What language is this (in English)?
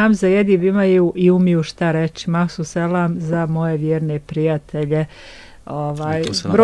Bosnian